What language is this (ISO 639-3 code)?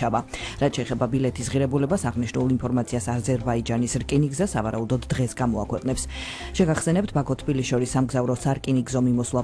kat